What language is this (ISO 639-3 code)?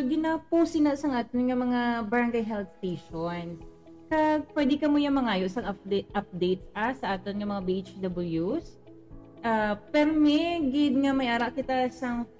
hil